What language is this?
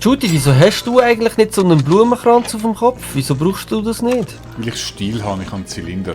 Swiss German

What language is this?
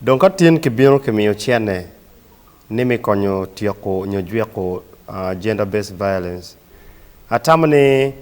Acoli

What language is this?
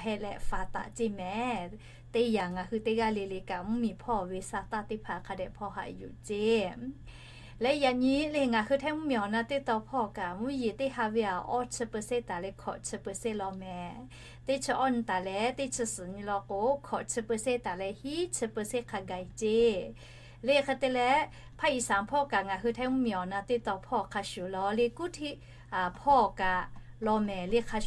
Lahu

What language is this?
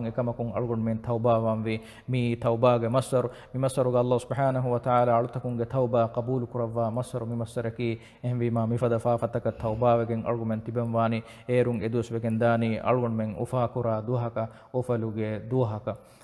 Divehi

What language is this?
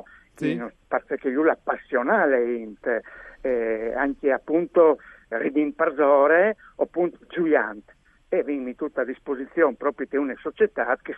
Friulian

